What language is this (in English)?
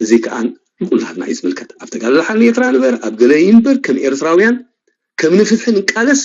Tigrinya